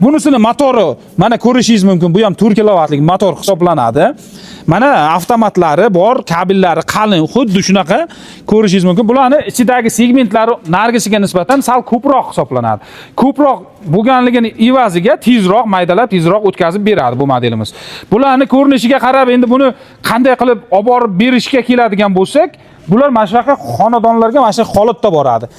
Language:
Uzbek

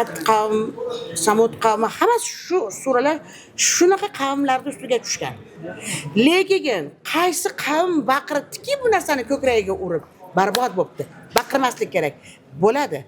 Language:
Uzbek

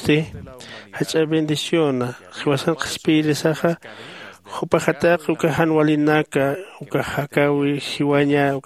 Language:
Aymara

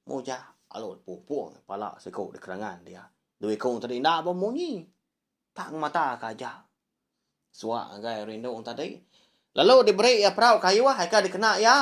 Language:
Iban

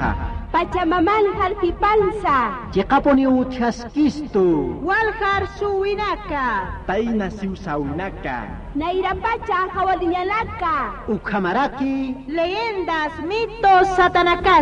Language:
Aymara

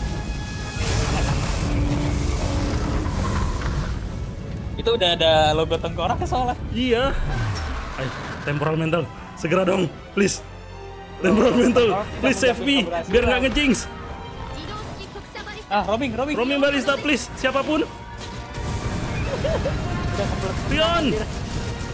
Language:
Indonesian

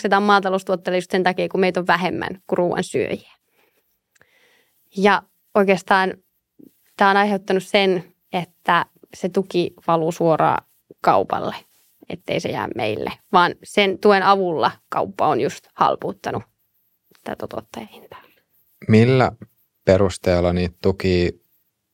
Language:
Finnish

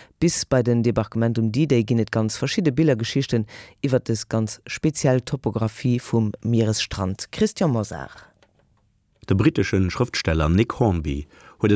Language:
Luxembourgish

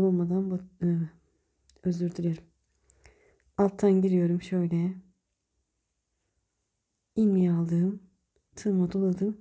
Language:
Turkish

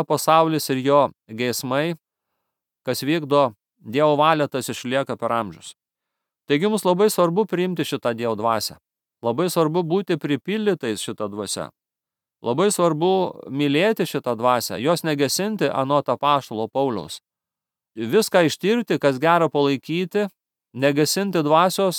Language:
Lithuanian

